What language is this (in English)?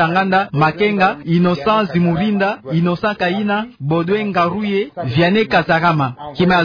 Kituba (Democratic Republic of Congo)